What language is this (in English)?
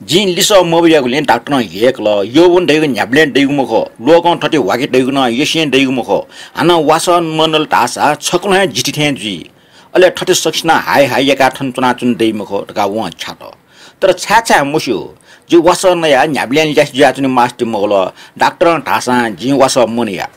Newari